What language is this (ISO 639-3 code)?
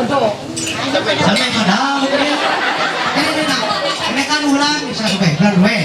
mhy